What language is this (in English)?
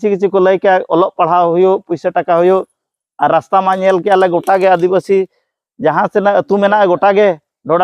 Santali